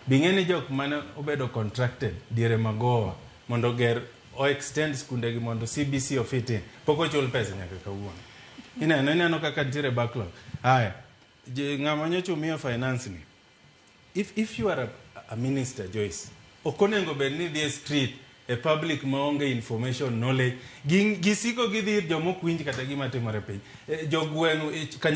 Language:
Luo (Kenya and Tanzania)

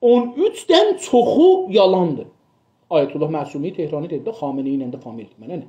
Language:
South Azerbaijani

